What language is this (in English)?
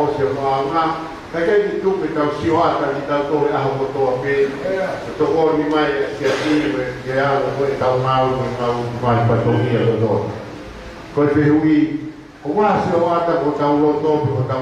Tongan